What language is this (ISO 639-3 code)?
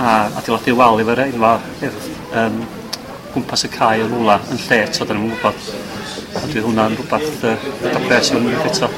cym